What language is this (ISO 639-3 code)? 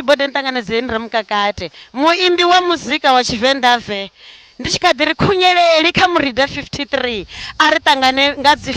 ven